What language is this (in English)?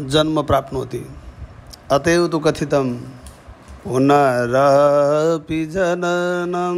Sanskrit